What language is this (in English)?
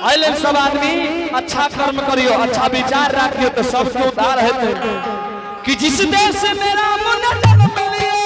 Angika